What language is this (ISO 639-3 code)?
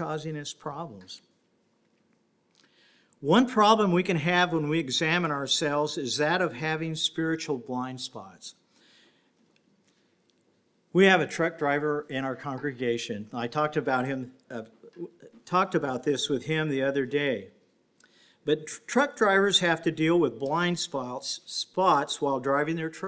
eng